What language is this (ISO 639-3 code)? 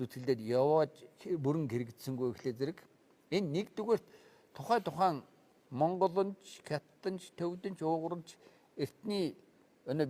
mon